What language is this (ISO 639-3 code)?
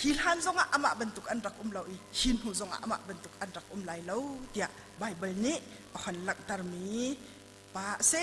cnh